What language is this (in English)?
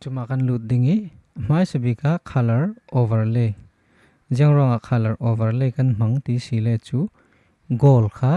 Falam Chin